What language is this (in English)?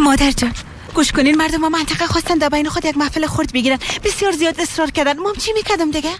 Persian